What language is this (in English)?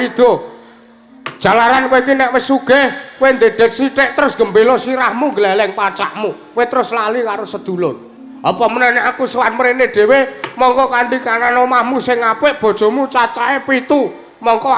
Javanese